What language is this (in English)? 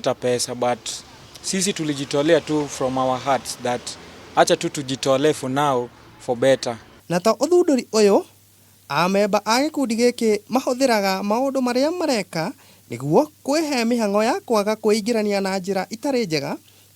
Kikuyu